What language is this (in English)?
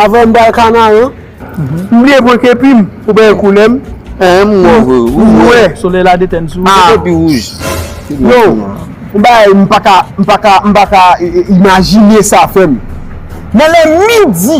Haitian Creole